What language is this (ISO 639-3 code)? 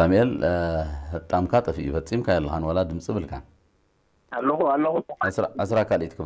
tir